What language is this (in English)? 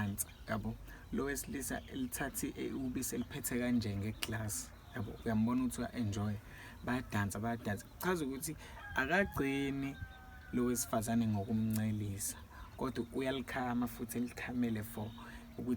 Zulu